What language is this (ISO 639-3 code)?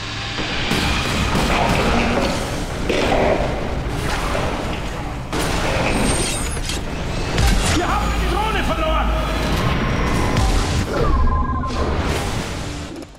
deu